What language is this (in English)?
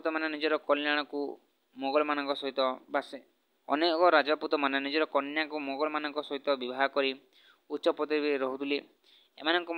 Odia